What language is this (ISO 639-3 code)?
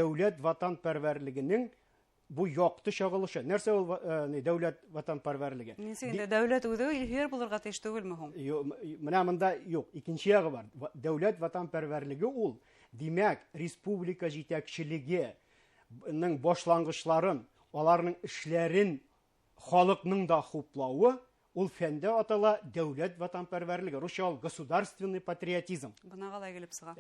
bak